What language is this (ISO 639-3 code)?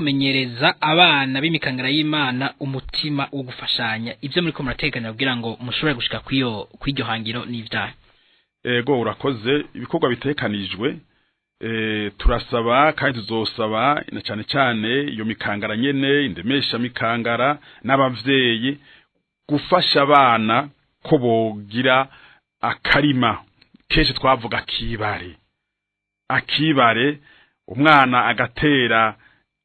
run